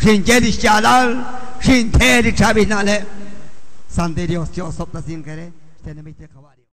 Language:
Kekchí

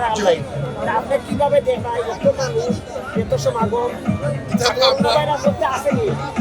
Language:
Sylheti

